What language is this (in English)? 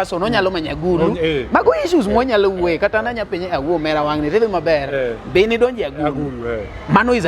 Luo (Kenya and Tanzania)